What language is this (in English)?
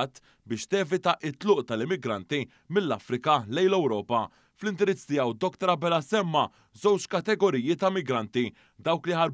Maltese